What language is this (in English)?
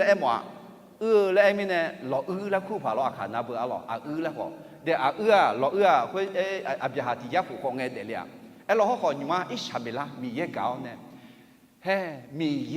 Akha